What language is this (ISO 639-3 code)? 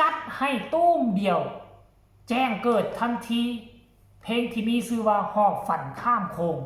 tts